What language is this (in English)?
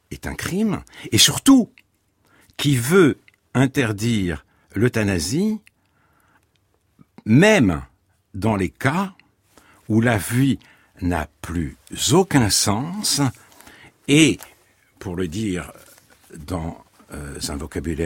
French